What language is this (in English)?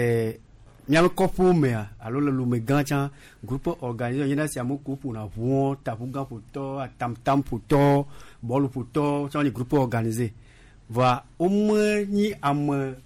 Gen